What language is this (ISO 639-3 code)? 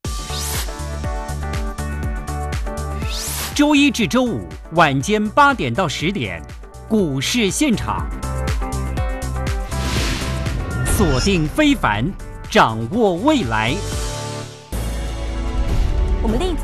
zho